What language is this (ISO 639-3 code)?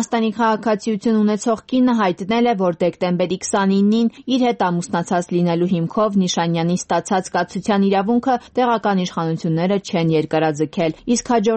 hye